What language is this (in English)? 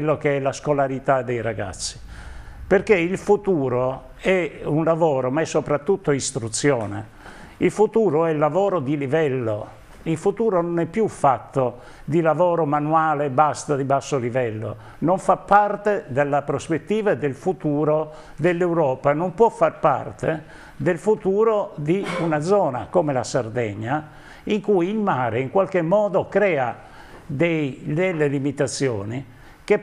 Italian